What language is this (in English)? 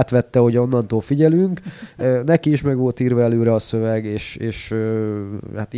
Hungarian